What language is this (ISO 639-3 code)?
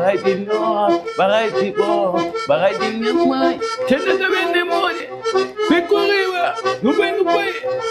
kea